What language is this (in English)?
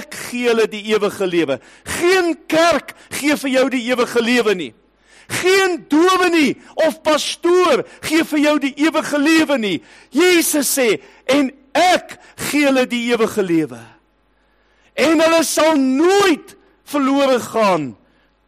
Afrikaans